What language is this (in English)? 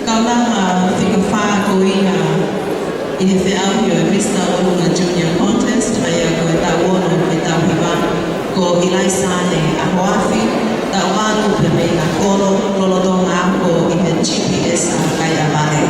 Tongan